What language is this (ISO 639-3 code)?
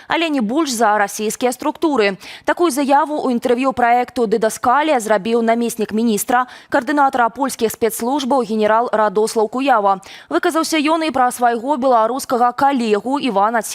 bel